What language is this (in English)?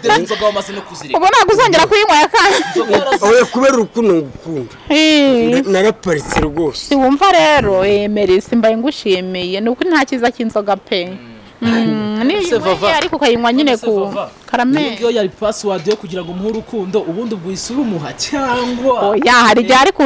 Kinyarwanda